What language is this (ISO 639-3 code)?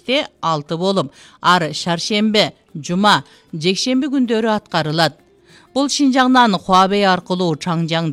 kir